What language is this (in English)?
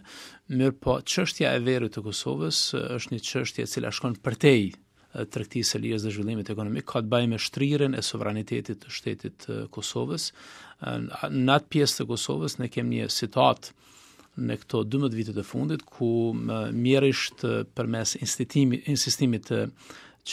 Albanian